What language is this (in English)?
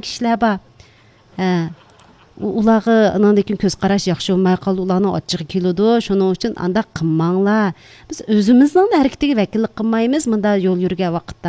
Uyghur